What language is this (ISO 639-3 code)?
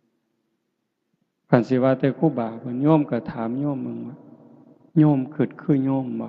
tts